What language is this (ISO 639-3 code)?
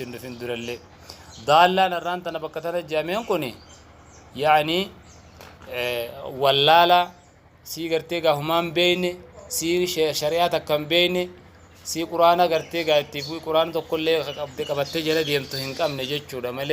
orm